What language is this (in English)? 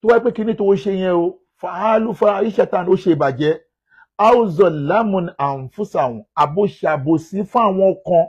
Yoruba